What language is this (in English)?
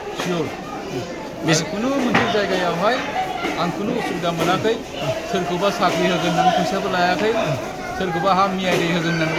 Bodo